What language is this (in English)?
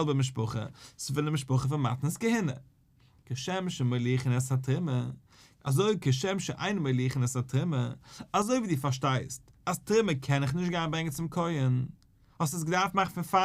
Yiddish